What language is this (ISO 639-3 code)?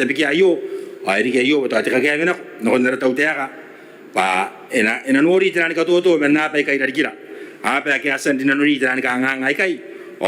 gil